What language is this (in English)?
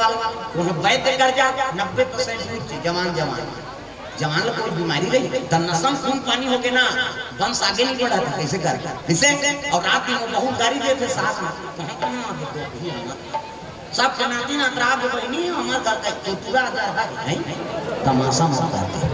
Chhattisgarhi